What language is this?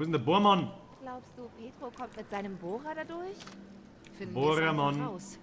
Bavarian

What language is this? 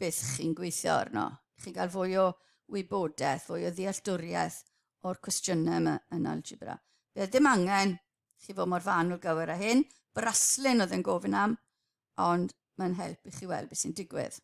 Welsh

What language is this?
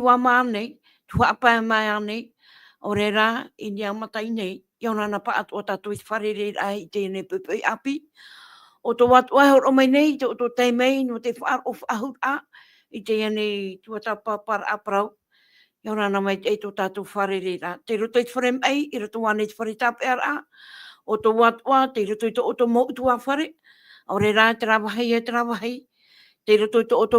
Tahitian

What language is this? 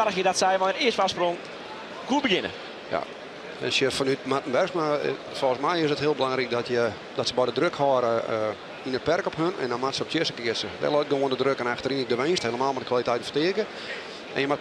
Western Frisian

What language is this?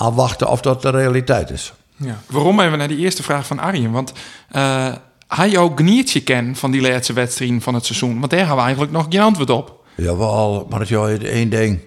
Western Frisian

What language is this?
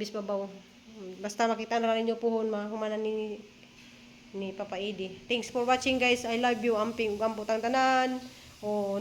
Cebuano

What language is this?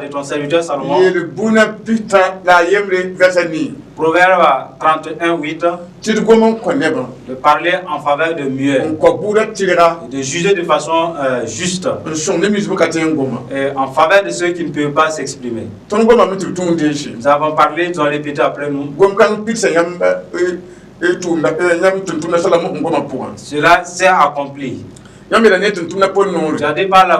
Mossi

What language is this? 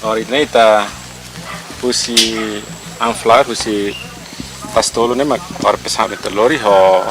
Tetum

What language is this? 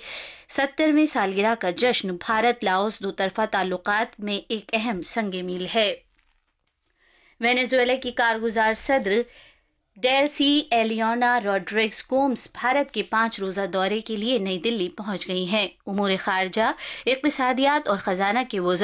Urdu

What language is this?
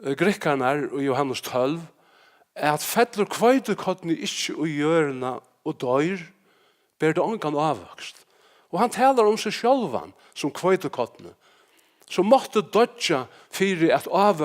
Faroese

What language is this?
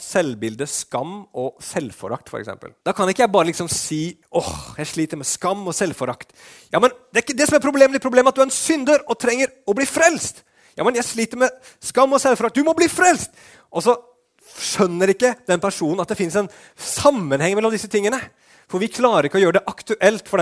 Norwegian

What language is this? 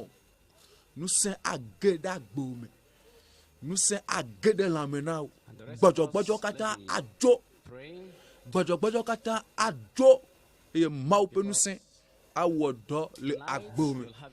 Ewe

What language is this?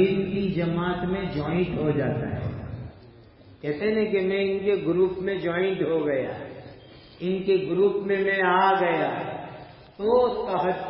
Urdu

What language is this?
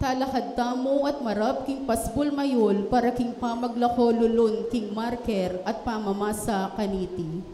Pampanga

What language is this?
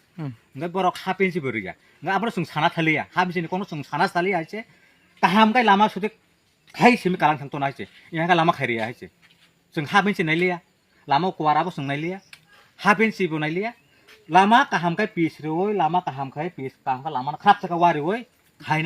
Kok Borok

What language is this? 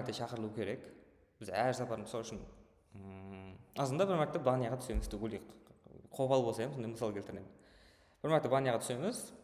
Kara-Kalpak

